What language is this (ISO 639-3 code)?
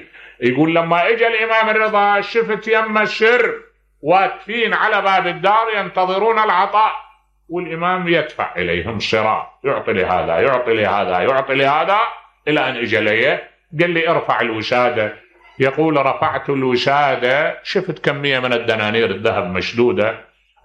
acm